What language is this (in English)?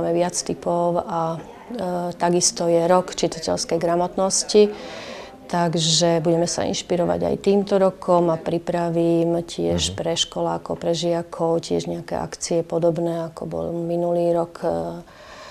Slovak